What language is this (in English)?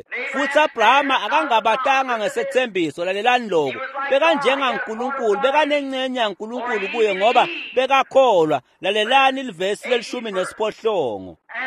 Swati